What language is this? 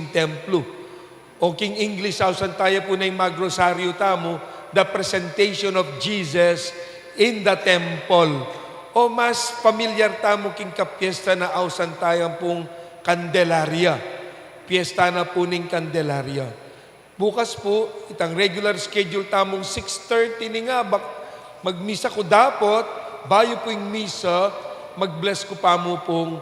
Pampanga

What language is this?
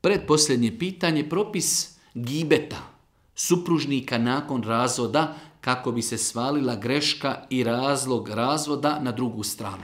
Bosnian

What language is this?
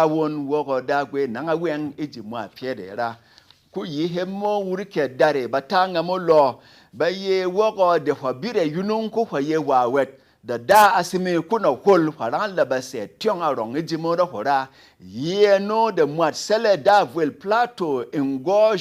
Berom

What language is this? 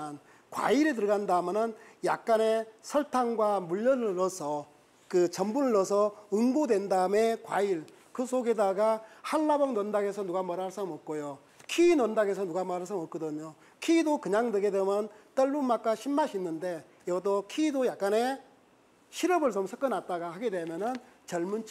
Korean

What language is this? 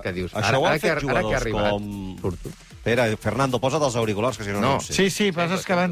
Catalan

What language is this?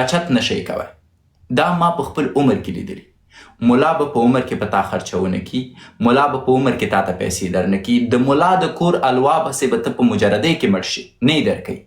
Pashto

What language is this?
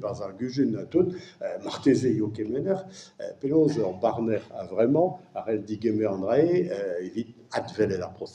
Breton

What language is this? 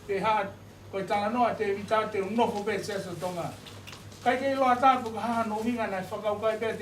Tongan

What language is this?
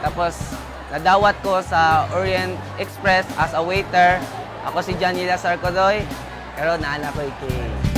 Cebuano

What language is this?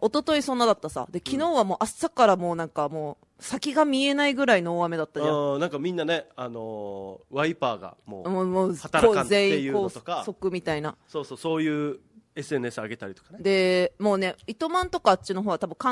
Japanese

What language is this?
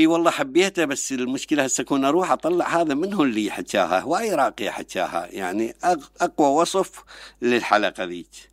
Mesopotamian Arabic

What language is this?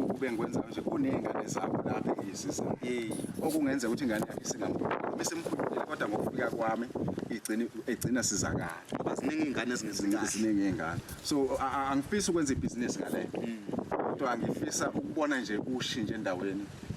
Zulu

